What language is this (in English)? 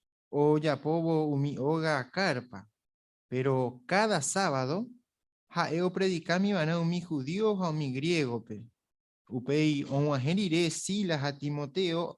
Guarani